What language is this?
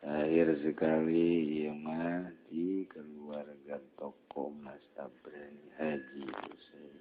Sundanese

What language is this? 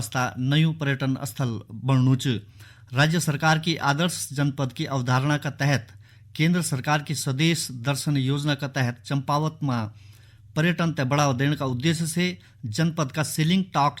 Garhwali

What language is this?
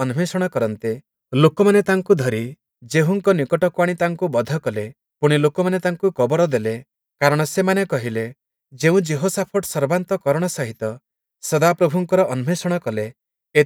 Odia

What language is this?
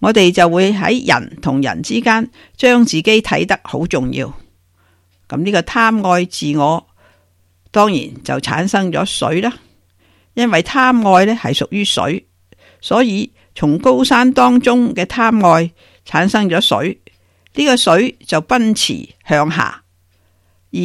Cantonese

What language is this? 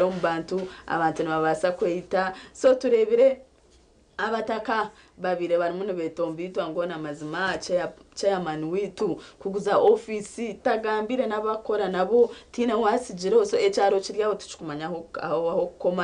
Nyankole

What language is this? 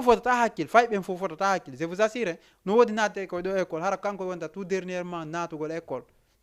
Fula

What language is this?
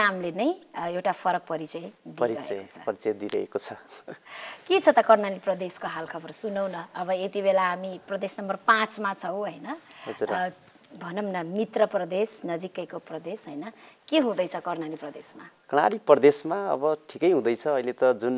Nepali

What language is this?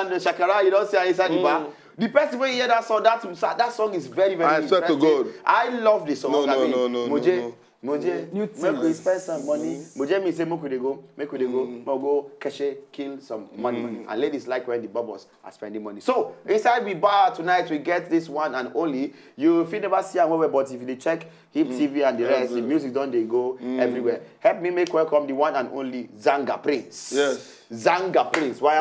Nigerian Pidgin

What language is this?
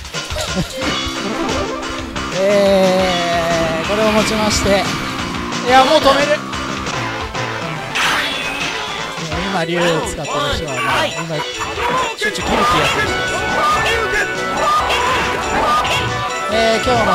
Japanese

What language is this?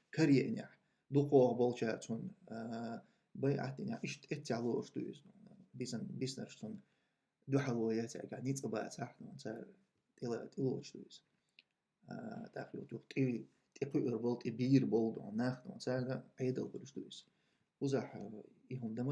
Chechen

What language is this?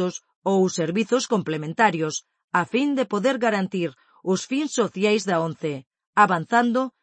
Galician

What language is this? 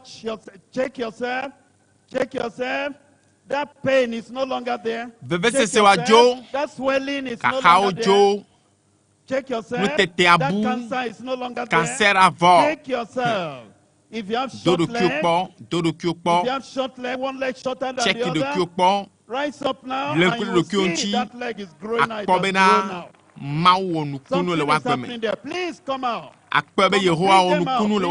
Ewe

